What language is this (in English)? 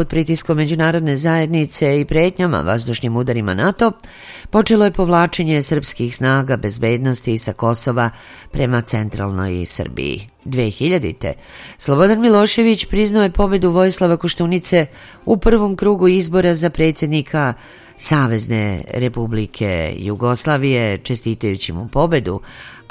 Serbian